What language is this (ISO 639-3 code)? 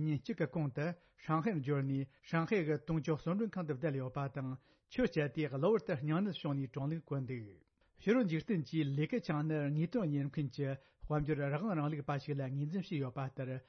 bod